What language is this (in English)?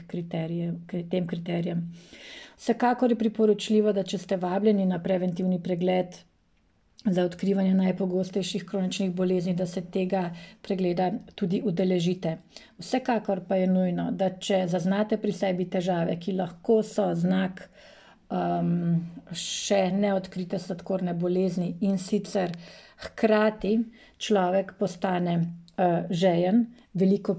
Slovenian